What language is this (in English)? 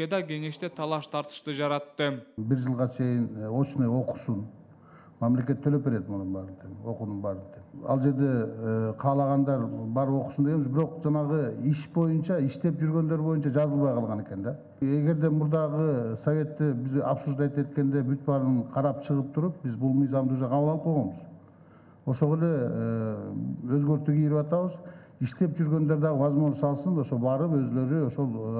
Kyrgyz